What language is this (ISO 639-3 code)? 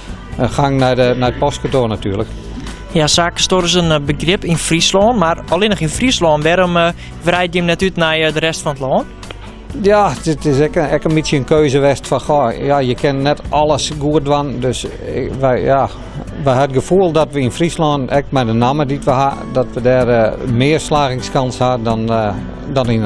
fry